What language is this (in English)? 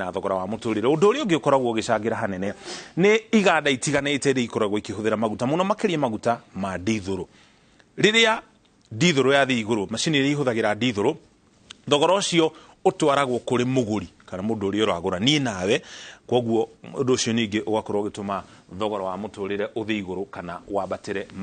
Kikuyu